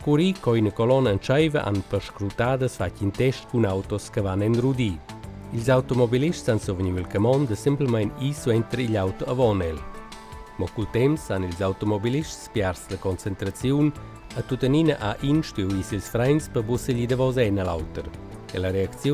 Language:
Romansh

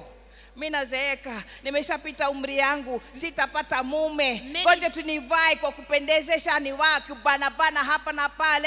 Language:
Swahili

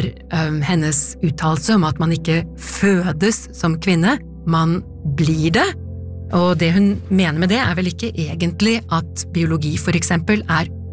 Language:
Norwegian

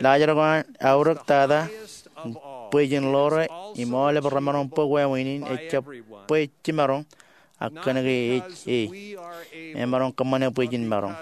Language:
Marshallese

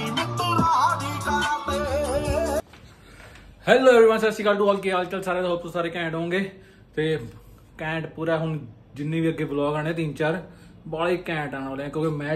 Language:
Punjabi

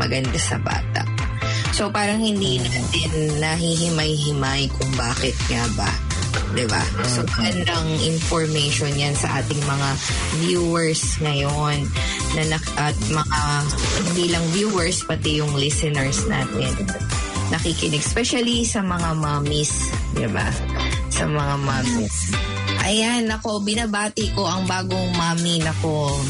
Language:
Filipino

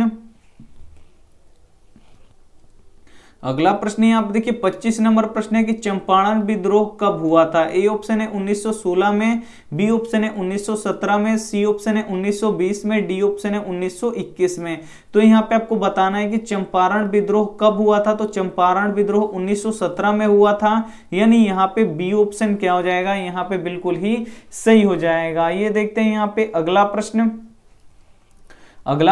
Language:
Hindi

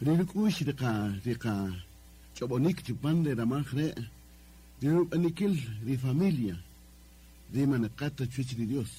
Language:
Kaqchikel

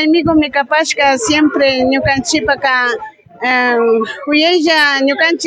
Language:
Imbabura Highland Quichua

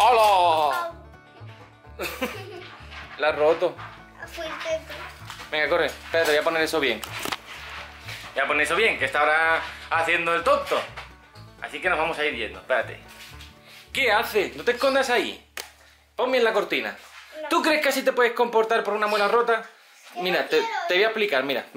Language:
Spanish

